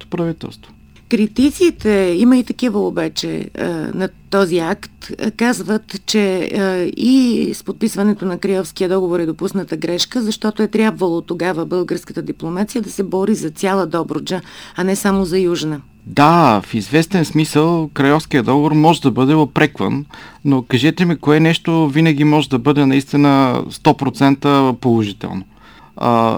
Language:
Bulgarian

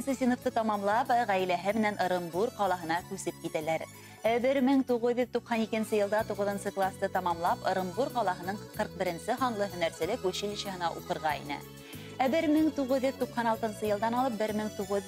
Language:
Bashkir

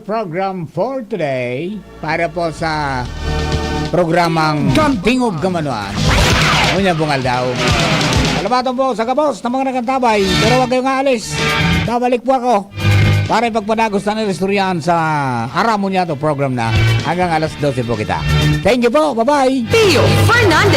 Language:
Bikol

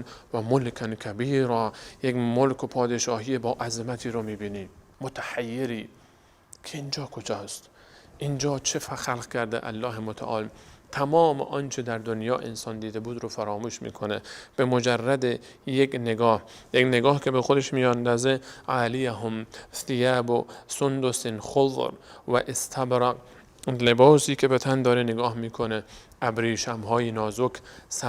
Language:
Persian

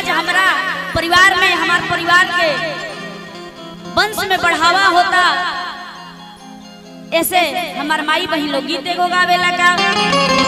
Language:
Bhojpuri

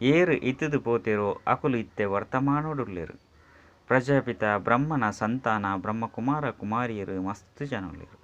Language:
Tulu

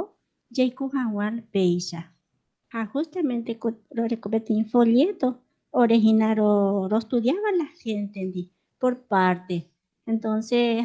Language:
Guarani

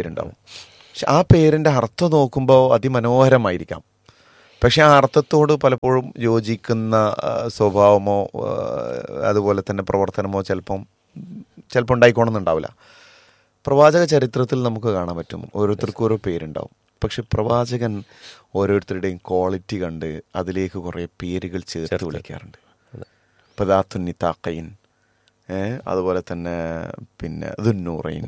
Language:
Malayalam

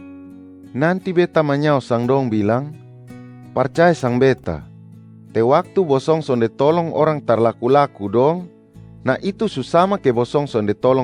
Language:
Kupang Malay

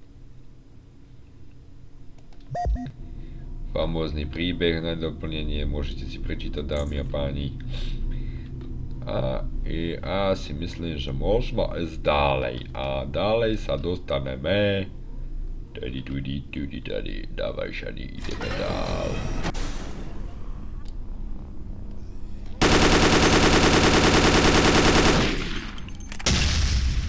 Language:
Slovak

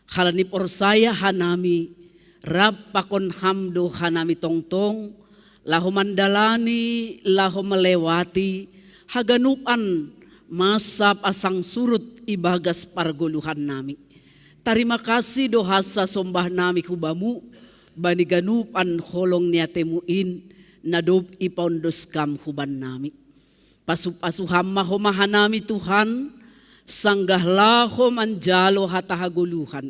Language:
Batak Simalungun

